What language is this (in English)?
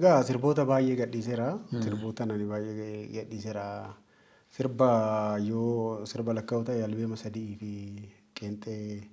Oromo